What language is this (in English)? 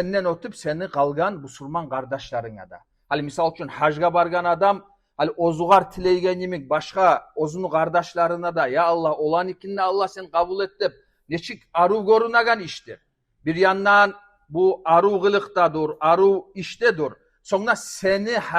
Kumyk